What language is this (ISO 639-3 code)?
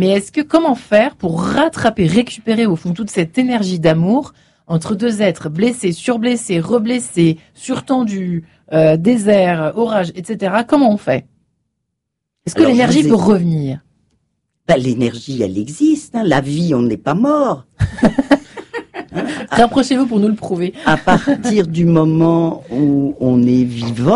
fra